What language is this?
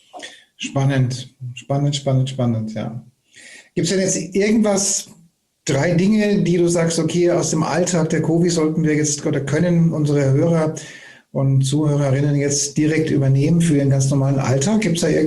German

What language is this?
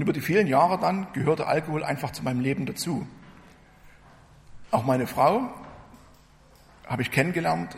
German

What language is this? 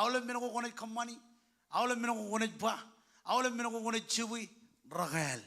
Marshallese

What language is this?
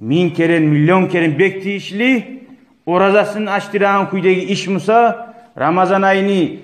Kumyk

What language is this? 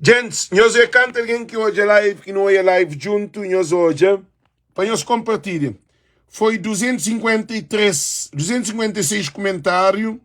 Kabuverdianu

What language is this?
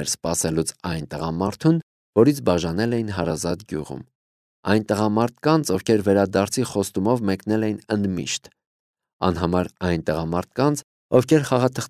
Armenian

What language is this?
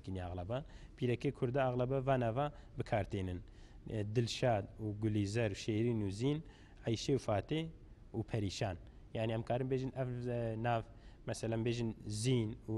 Kurdish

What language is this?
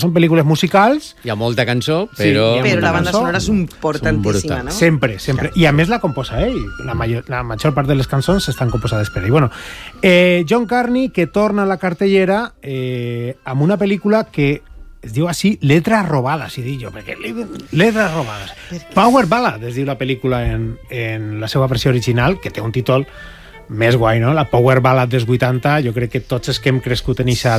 Catalan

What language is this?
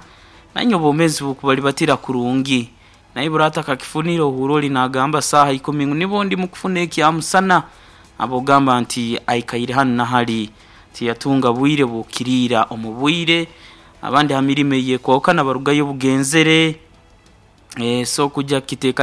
Nyoro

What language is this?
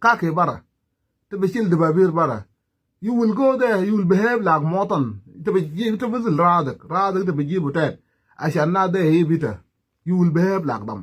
Nuer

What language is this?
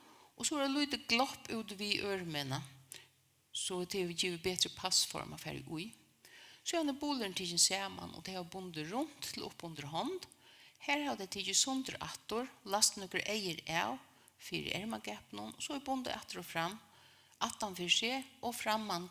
Faroese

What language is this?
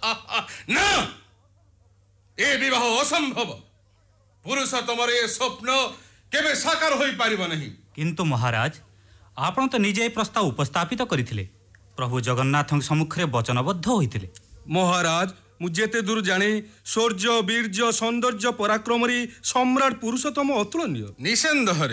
Odia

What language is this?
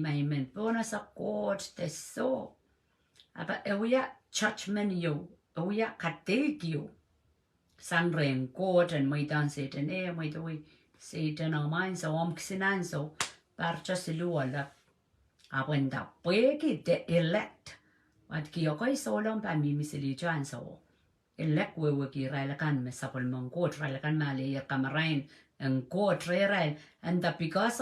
Pohnpeian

